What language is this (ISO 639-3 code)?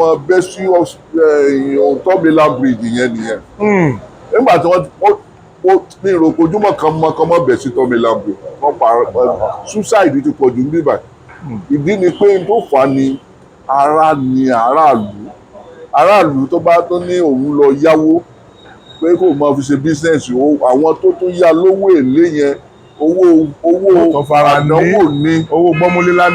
yor